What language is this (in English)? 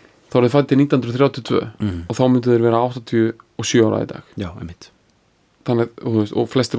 Icelandic